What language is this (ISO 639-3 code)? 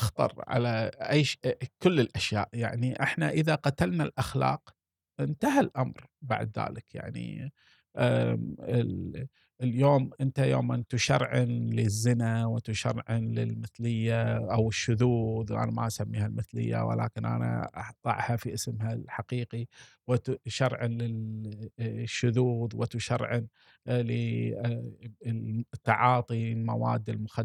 afb